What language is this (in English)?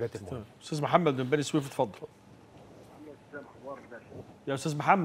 Egyptian Arabic